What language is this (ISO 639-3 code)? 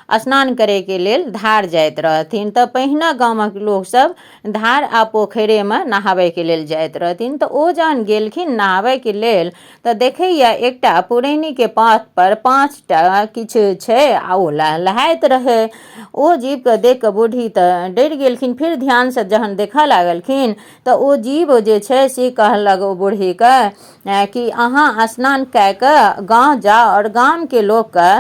mai